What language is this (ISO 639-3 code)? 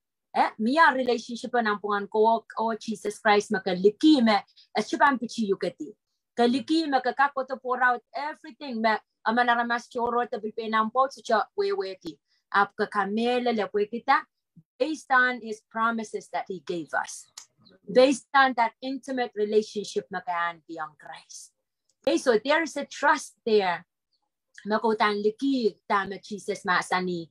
pon